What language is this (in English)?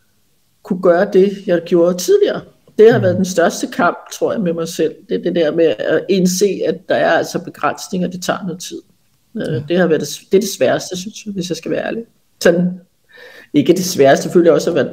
Danish